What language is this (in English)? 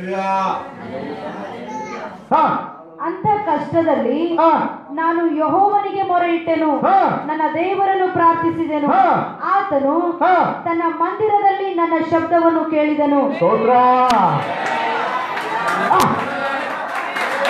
Kannada